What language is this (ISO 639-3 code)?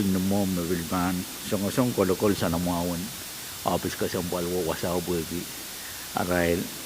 pon